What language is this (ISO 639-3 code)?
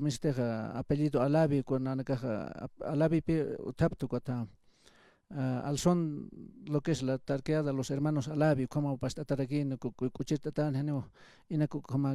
aym